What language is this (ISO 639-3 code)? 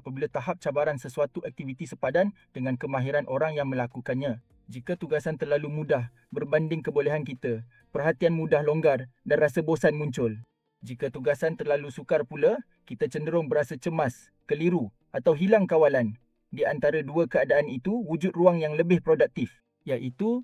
msa